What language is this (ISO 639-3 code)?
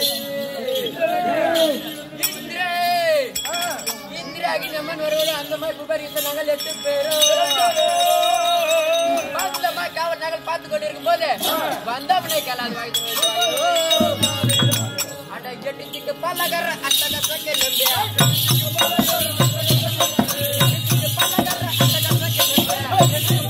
tam